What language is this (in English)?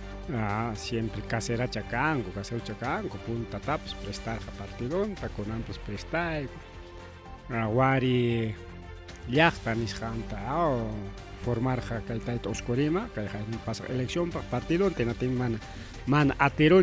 Ayacucho Quechua